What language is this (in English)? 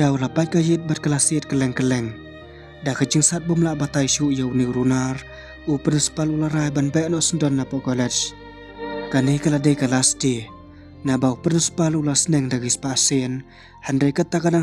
Khasi